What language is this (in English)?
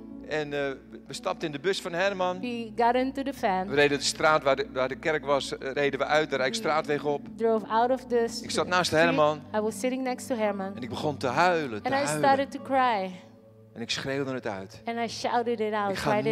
Dutch